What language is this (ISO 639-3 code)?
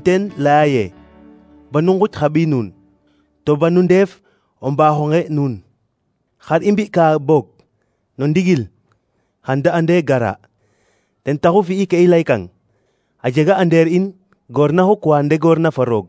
srr